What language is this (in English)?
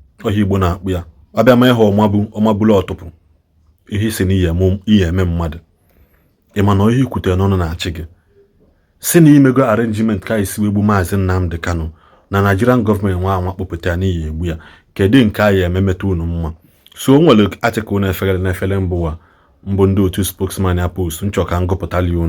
Igbo